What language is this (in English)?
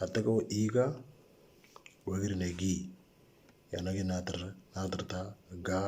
Moro